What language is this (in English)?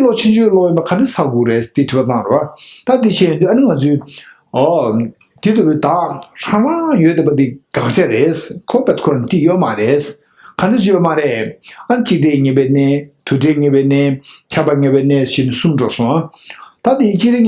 Tibetan